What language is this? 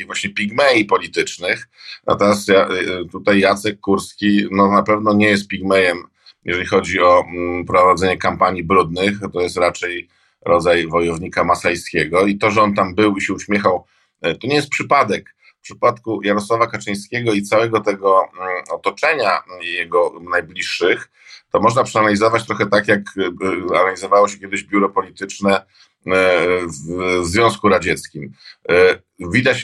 Polish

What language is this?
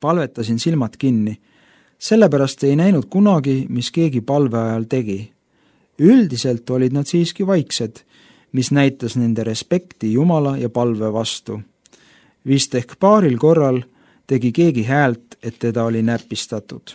Estonian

